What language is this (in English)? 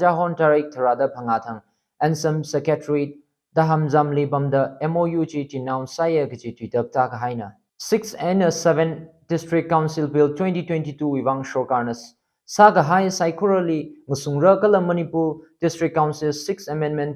Tangkhul Naga (India)